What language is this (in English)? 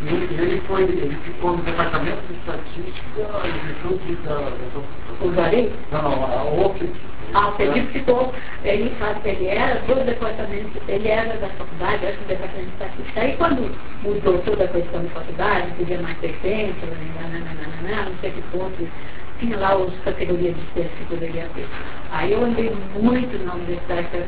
Portuguese